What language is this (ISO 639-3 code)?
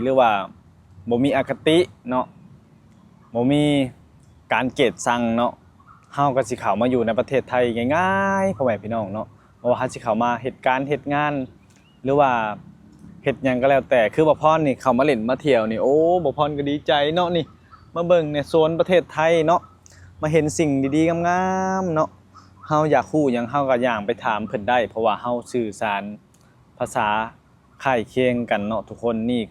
lao